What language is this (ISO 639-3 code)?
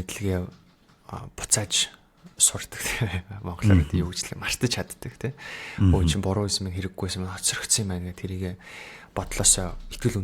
mon